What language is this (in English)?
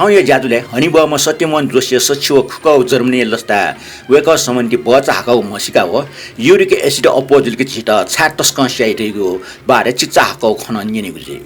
Newari